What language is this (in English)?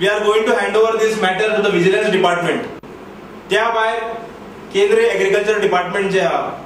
Konkani